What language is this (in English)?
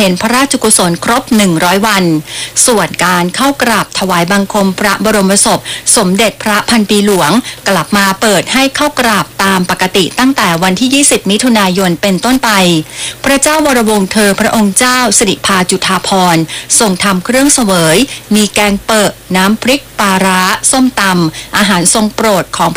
Thai